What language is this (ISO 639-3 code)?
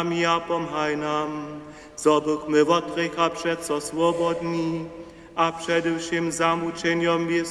hsb